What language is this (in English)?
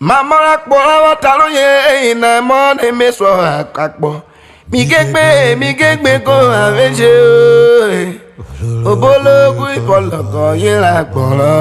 Urhobo